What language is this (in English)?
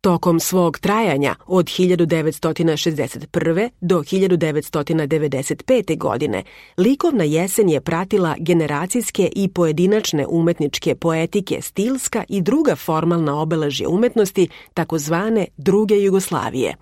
Serbian